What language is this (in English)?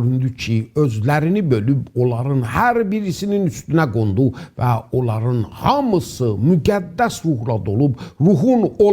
South Azerbaijani